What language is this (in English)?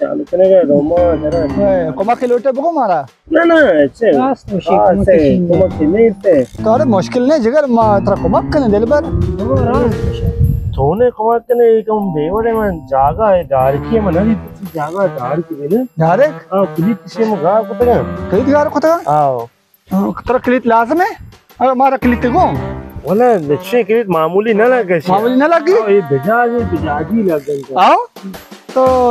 Baluchi